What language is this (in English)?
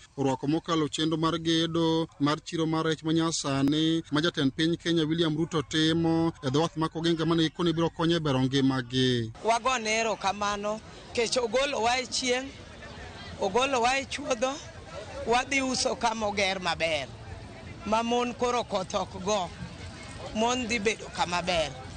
Luo (Kenya and Tanzania)